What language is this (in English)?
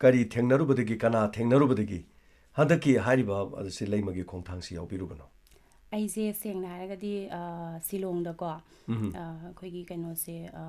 Manipuri